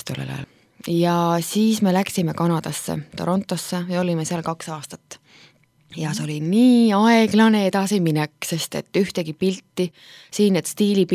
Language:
Estonian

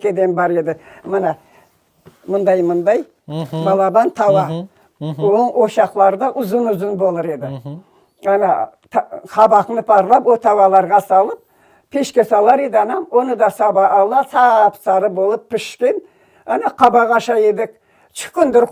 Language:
Crimean Tatar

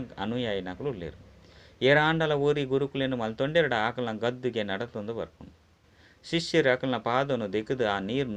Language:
Tulu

